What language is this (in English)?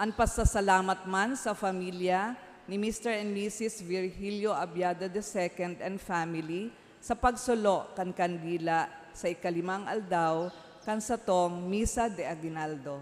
Bikol